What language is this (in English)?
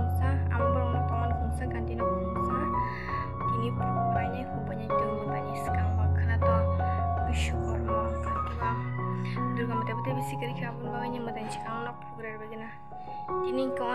Kok Borok